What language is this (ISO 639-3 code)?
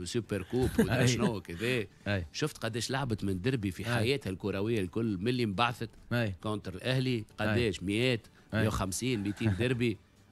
aeb